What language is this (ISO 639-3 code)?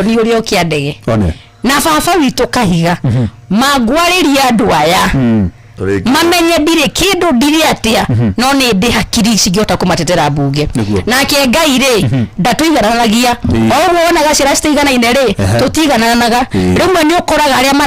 kik